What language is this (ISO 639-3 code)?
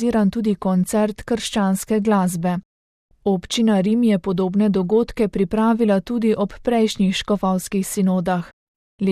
slv